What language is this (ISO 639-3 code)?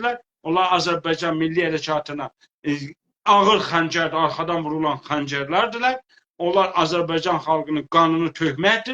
azb